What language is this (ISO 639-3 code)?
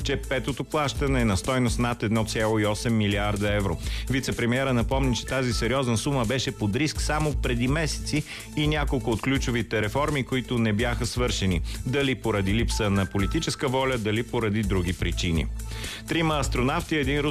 bul